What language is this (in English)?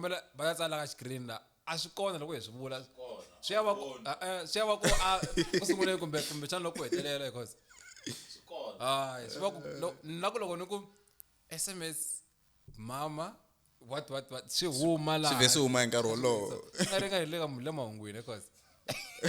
Tsonga